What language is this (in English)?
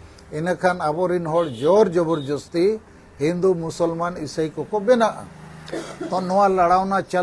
Santali